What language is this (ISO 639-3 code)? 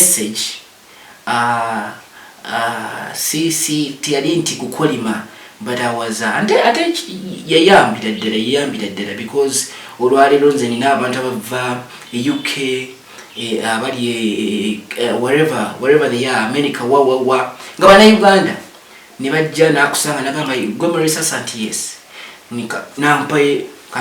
lug